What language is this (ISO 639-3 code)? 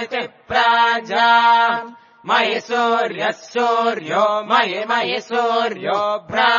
san